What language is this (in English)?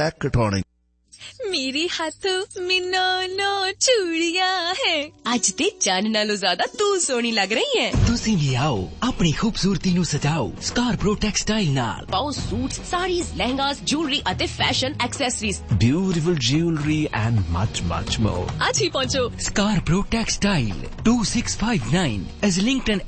Punjabi